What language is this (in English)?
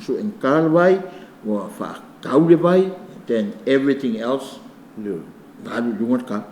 Samoan